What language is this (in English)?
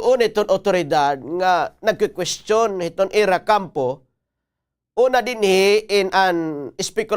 Waray